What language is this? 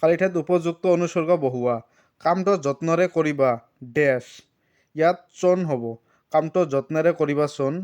Assamese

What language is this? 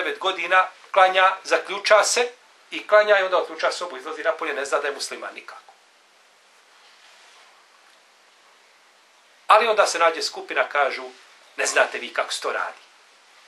Bosnian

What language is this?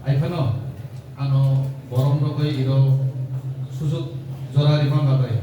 Kok Borok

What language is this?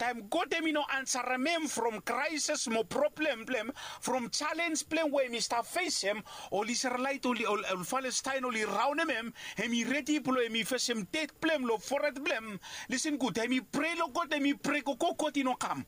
Bislama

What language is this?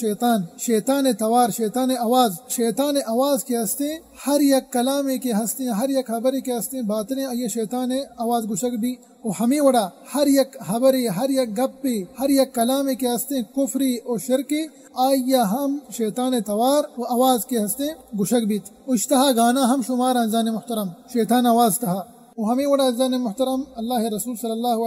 Baluchi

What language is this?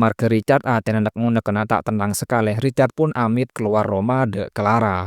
Madurese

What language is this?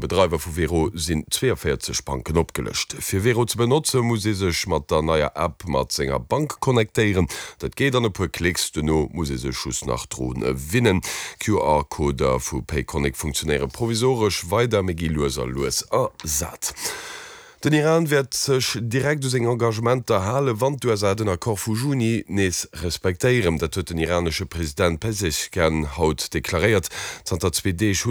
Luxembourgish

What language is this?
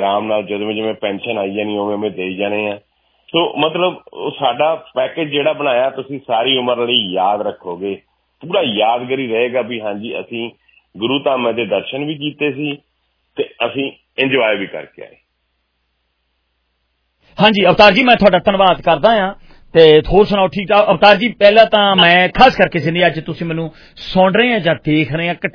Punjabi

